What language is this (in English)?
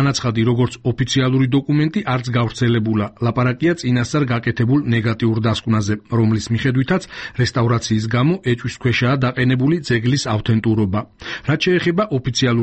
Georgian